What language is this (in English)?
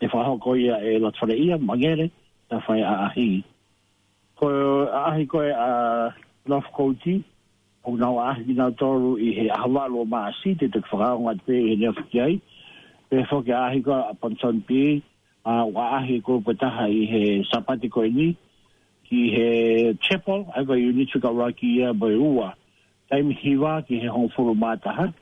Tongan